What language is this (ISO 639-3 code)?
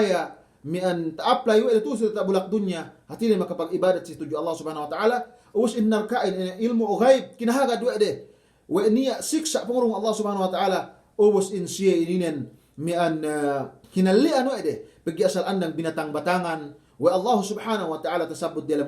yka